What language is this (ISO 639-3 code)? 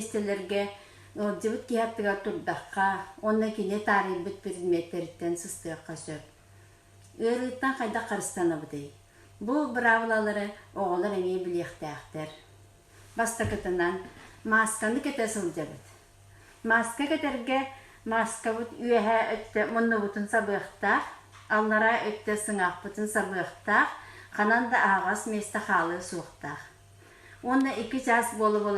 sah